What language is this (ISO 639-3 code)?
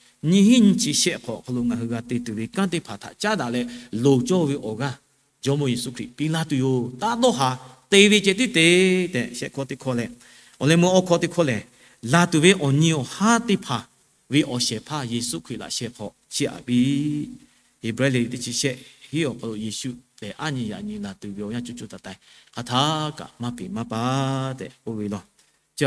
lhu